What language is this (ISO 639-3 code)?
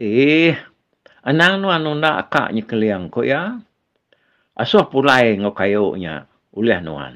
iba